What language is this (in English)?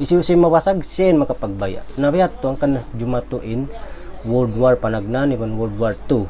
Tausug